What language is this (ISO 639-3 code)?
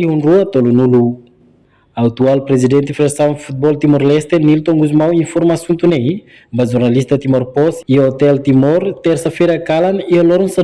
tet